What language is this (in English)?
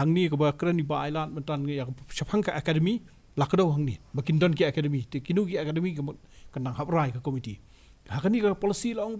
Khasi